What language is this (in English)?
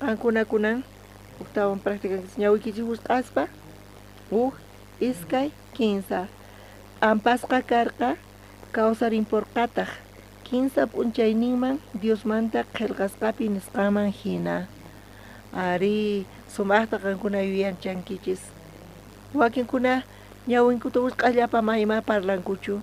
South Bolivian Quechua